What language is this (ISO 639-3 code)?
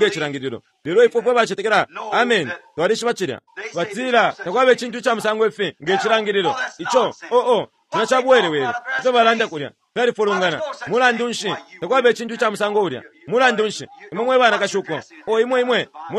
bem